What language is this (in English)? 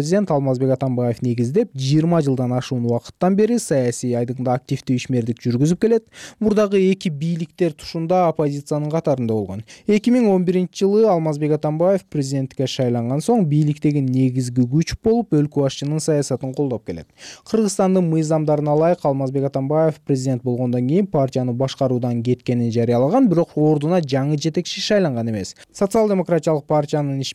Kyrgyz